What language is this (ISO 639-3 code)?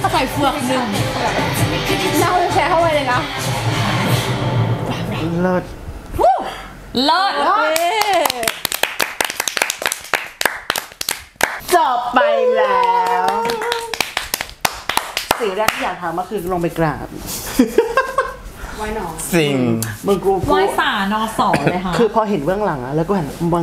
tha